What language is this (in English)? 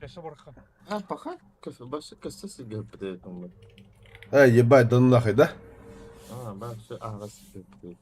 Yakut